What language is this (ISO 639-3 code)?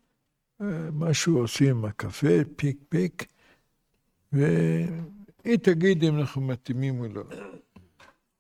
heb